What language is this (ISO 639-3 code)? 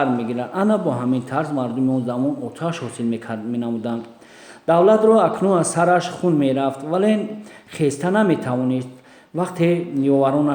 tgk